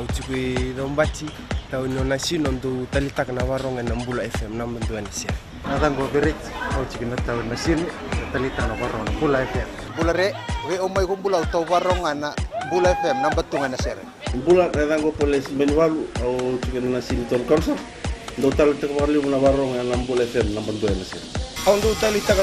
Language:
Fijian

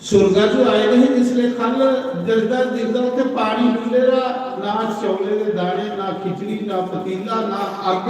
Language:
Dogri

